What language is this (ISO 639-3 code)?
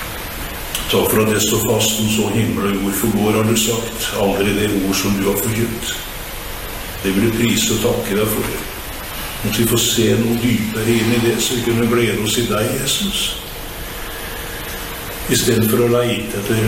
nor